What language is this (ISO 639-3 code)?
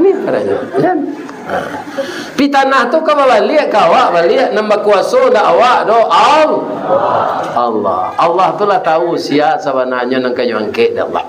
min